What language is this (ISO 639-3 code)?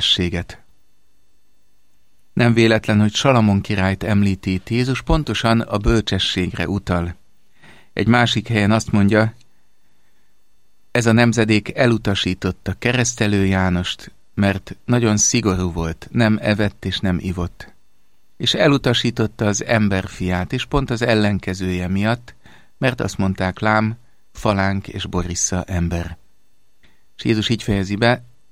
hun